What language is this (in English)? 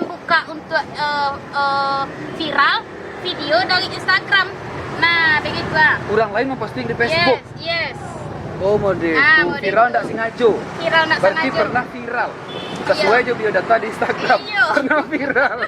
Minangkabau